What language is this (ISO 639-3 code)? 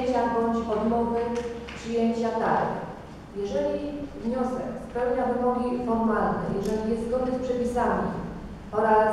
pol